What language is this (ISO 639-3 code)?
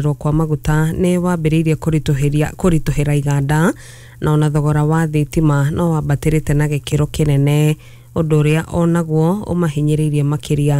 kik